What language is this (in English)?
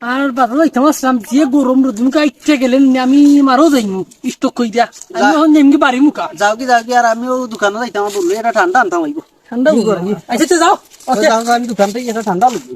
Sylheti